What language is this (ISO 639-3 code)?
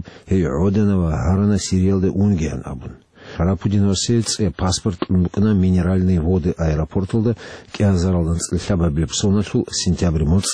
ava